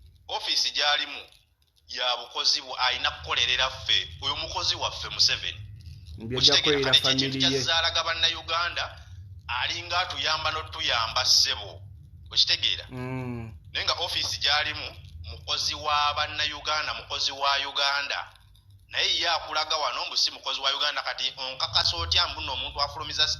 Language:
Ganda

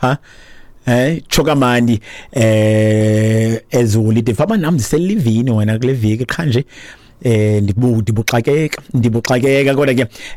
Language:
Xhosa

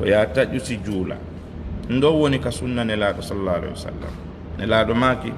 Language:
Fula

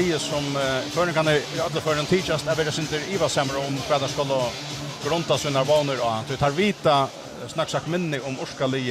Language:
Faroese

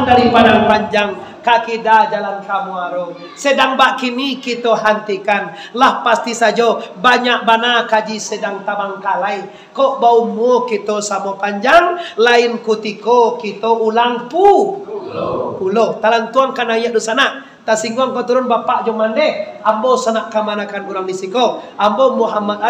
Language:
Minangkabau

